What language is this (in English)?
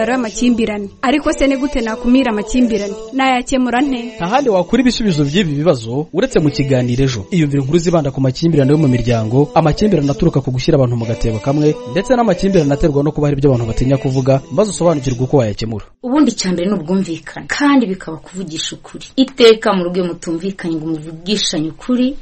Kinyarwanda